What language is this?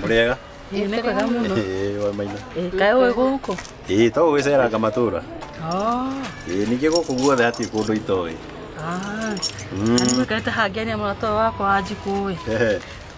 Kikuyu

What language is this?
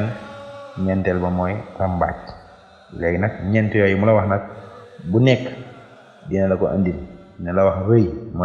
Wolof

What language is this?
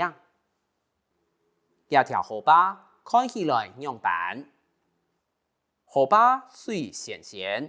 Hakka Chinese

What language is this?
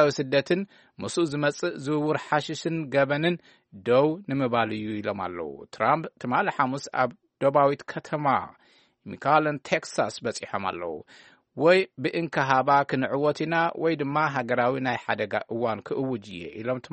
Tigrinya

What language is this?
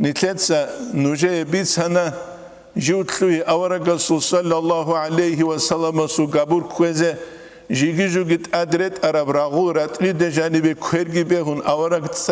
Avaric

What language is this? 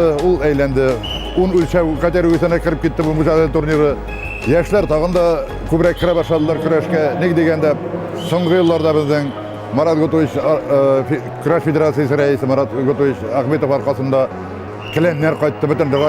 Tatar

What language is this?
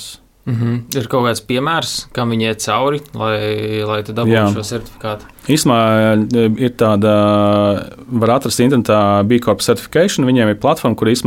Latvian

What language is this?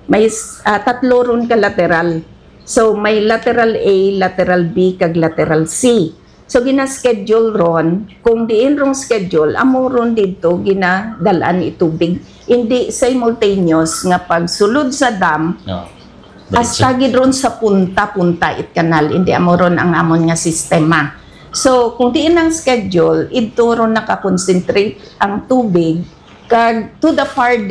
Hiligaynon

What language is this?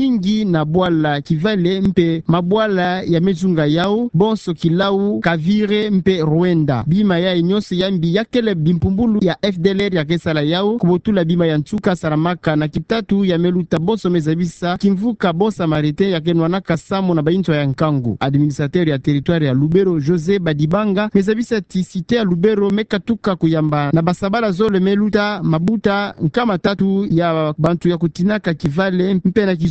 Kituba (Democratic Republic of Congo)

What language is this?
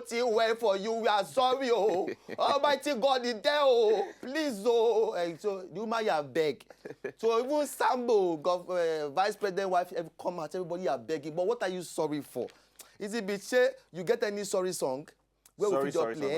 Nigerian Pidgin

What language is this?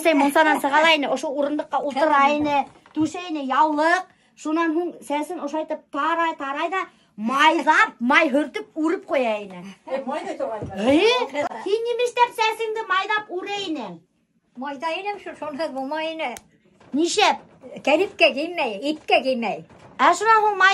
Bashkir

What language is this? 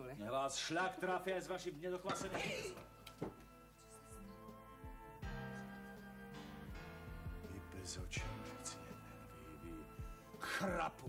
Slovak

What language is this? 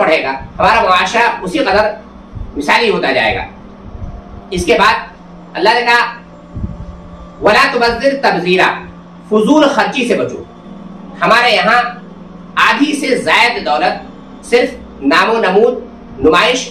Urdu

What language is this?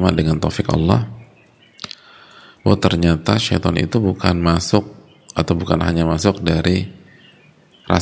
Indonesian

